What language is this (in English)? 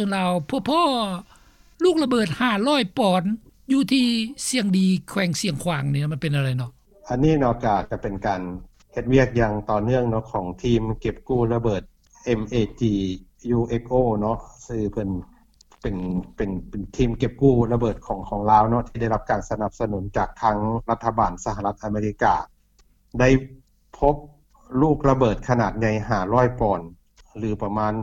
Lao